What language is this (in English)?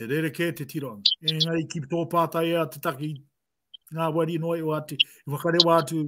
Māori